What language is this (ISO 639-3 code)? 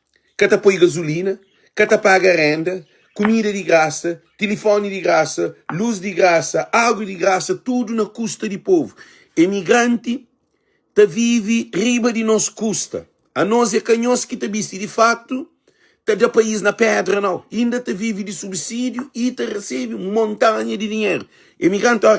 kea